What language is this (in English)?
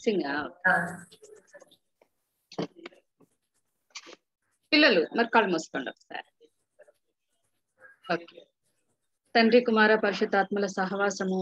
Telugu